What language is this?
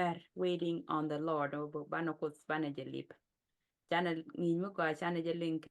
Nuer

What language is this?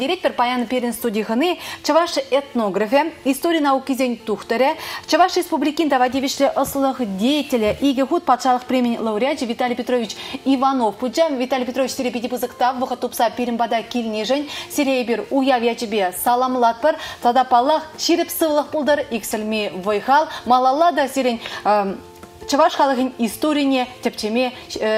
Chuvash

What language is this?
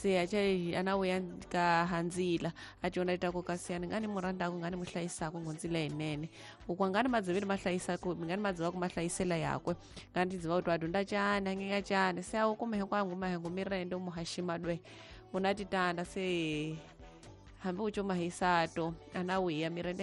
Tsonga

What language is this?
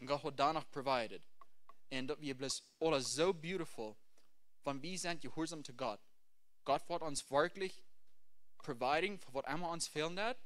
Plautdietsch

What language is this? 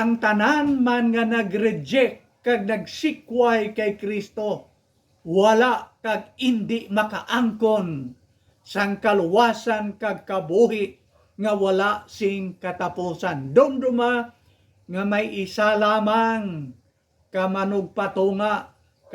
Hiligaynon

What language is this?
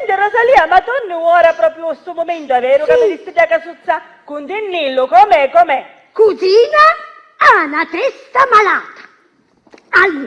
Sicilian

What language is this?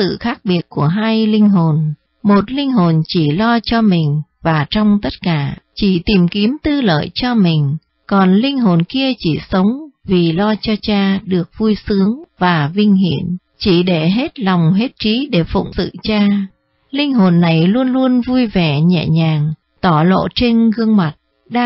Vietnamese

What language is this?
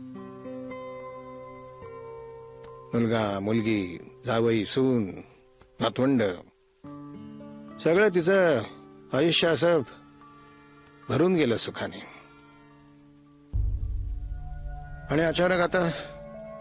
Marathi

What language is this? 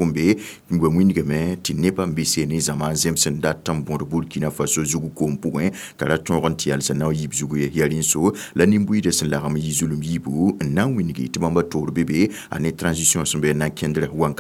Mossi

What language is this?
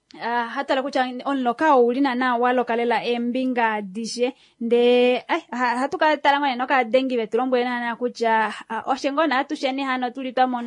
Kuanyama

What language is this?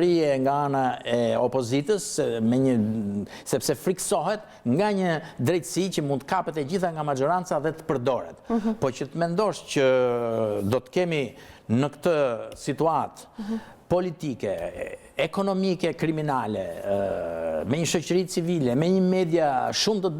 Albanian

